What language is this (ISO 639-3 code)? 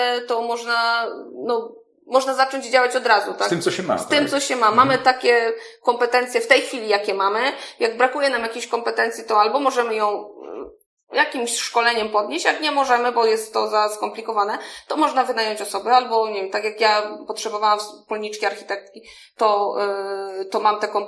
pol